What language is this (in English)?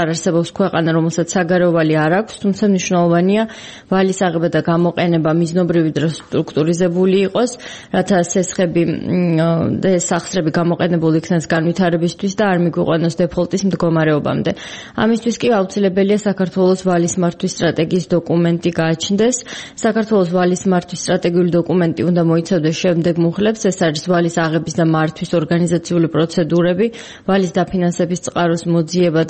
Georgian